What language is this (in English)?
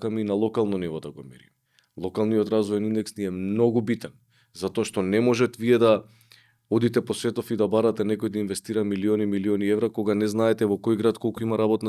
Macedonian